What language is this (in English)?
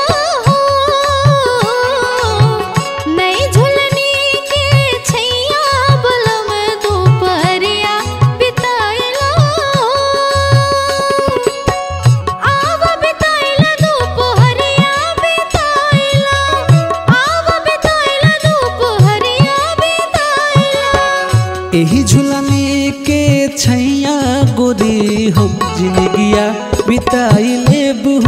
Bhojpuri